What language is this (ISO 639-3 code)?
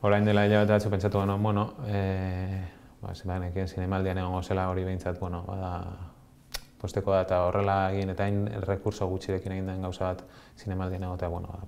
eus